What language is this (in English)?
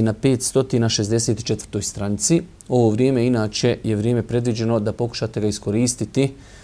Bosnian